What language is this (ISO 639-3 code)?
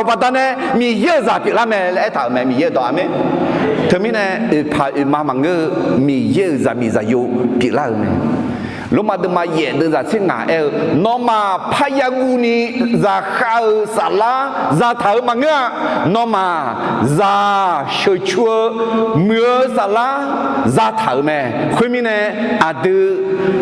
ahk